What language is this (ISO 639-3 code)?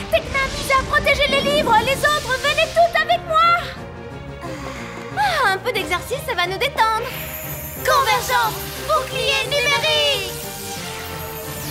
fra